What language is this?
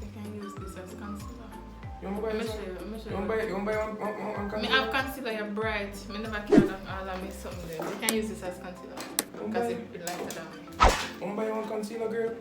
Jamaican Creole English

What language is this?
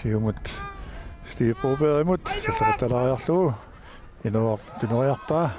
Kalaallisut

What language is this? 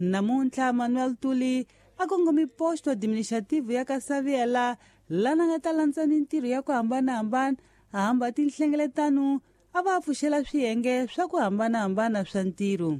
Tsonga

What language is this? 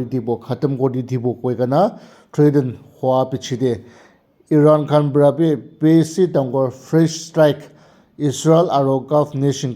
Naga Pidgin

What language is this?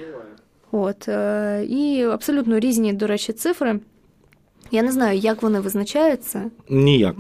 Ukrainian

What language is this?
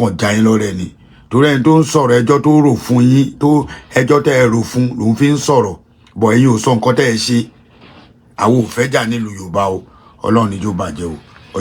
Yoruba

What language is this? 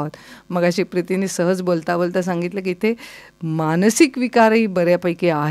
Marathi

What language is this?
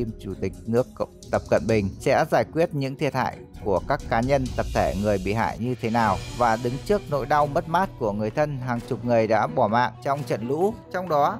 Vietnamese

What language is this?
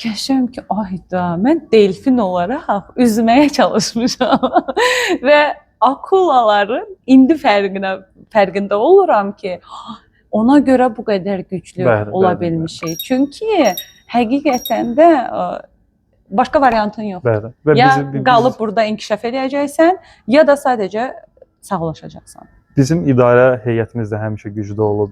Azerbaijani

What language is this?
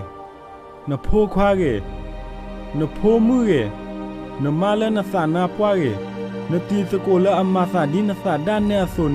S'gaw Karen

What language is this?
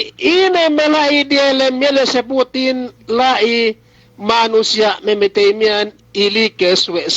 Yakan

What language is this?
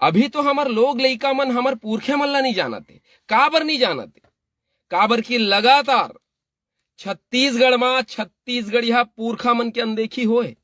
Chhattisgarhi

